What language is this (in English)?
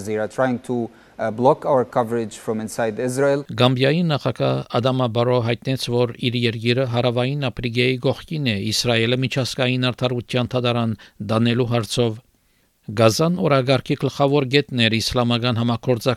Armenian